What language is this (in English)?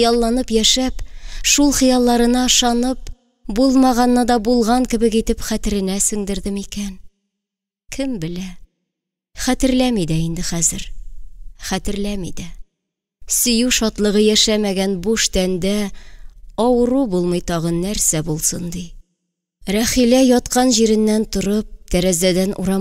Tatar